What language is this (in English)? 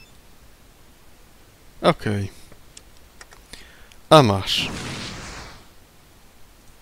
Polish